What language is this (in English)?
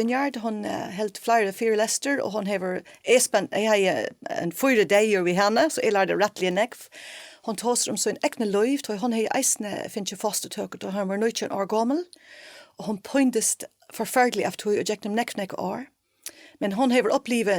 Faroese